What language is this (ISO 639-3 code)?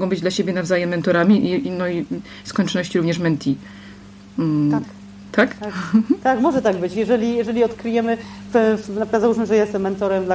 pol